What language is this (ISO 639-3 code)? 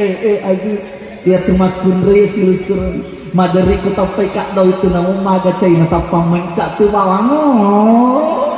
bug